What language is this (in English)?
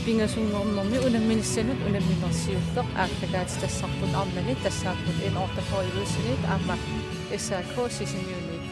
Kalaallisut